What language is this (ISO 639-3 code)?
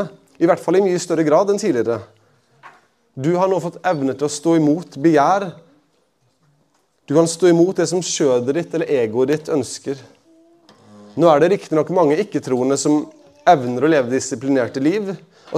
nor